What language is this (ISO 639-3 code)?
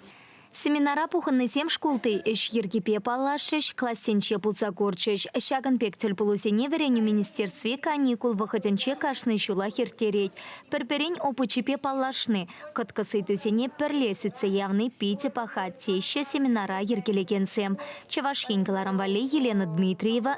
chv